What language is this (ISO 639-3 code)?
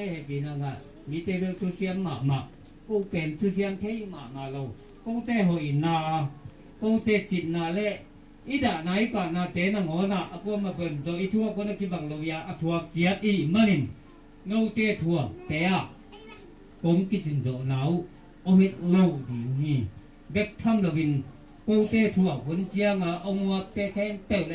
ctd